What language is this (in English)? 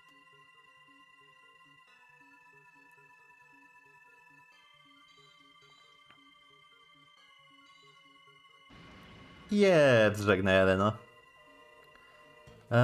Polish